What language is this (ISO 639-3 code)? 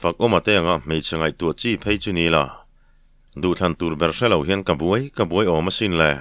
lus